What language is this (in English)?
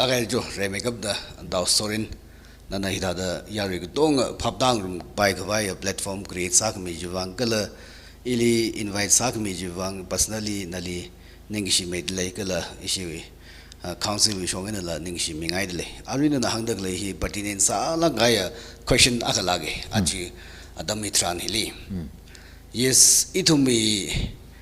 Tangkhul Naga (India)